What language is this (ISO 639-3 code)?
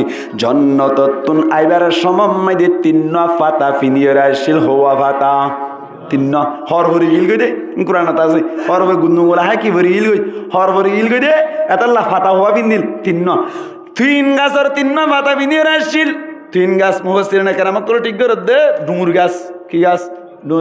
rhg